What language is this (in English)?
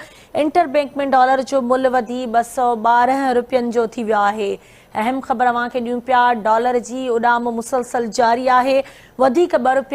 Sindhi